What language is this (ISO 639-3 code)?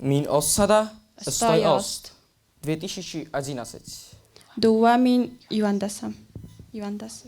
oss